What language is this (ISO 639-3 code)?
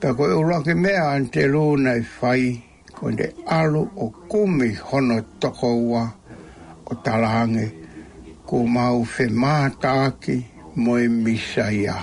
ton